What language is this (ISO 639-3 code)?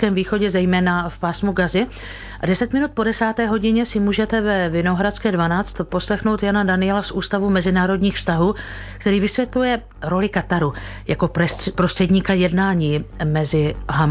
ces